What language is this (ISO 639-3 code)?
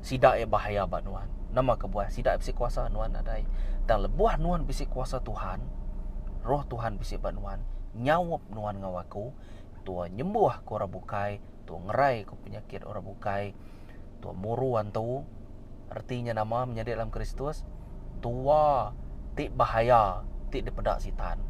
iba